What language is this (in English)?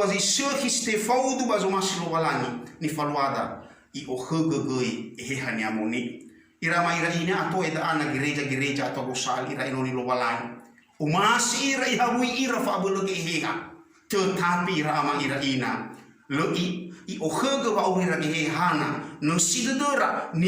Nias